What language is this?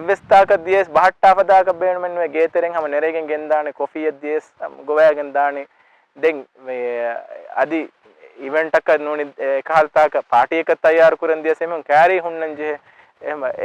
Divehi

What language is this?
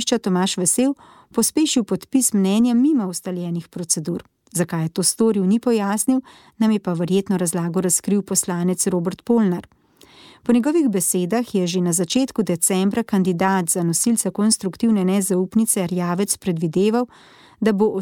Slovenian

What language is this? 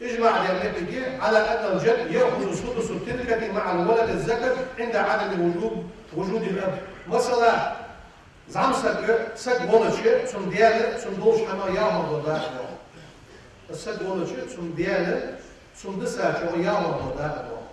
Ingush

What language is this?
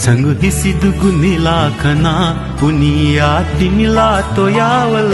Newari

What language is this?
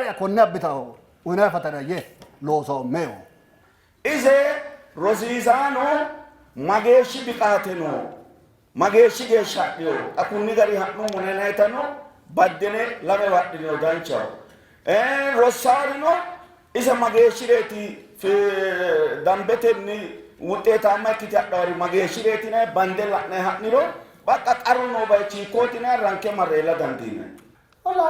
Sidamo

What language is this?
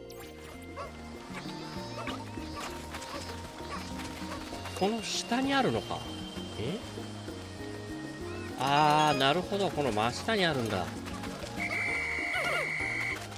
Japanese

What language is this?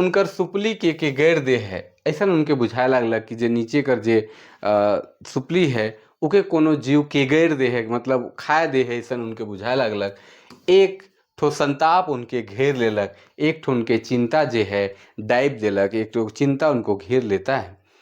Sadri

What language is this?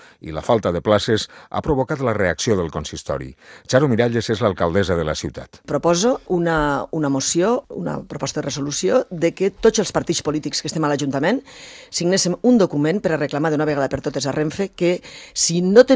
Catalan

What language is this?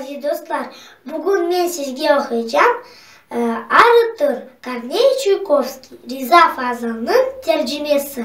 Crimean Tatar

